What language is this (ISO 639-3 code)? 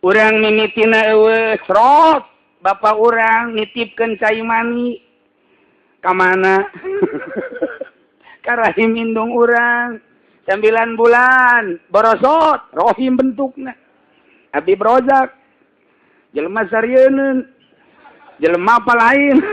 sun